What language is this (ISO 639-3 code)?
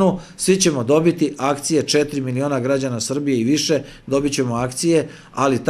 srp